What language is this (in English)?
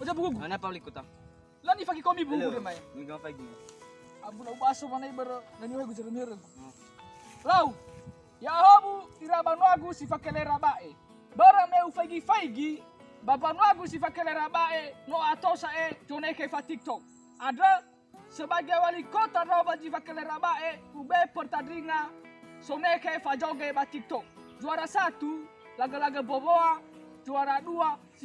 Nias